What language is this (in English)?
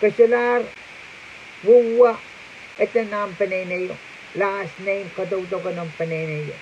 Pohnpeian